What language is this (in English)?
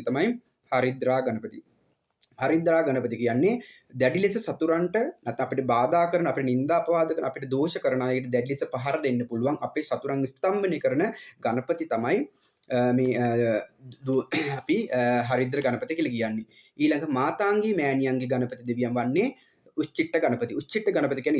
Sinhala